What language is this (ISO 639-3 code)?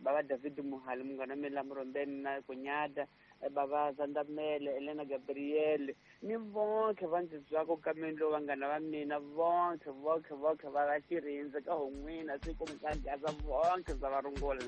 tso